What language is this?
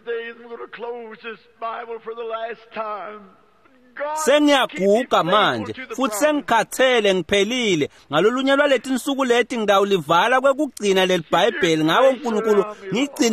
Swati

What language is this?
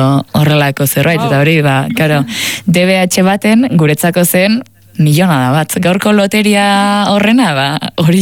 Basque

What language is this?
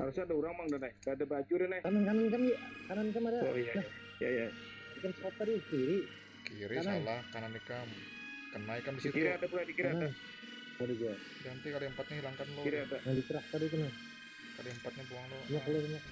Banjar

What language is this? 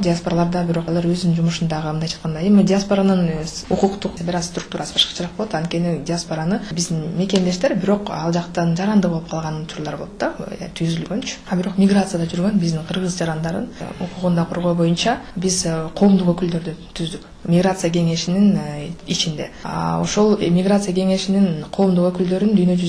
Kyrgyz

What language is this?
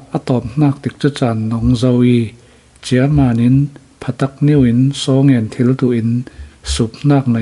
Falam Chin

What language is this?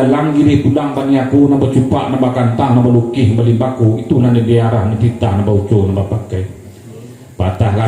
Minangkabau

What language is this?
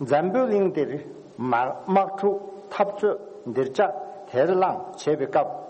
Tibetan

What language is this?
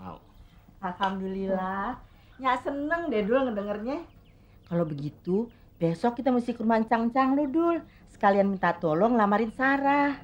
Betawi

